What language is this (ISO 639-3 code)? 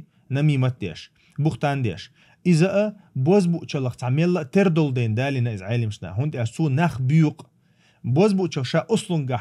che